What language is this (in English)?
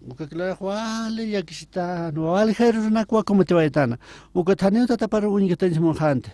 Aymara